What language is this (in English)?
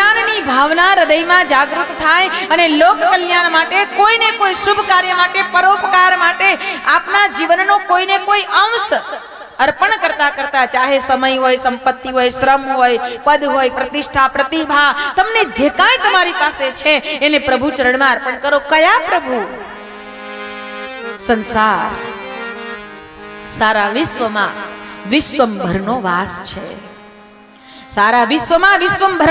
Gujarati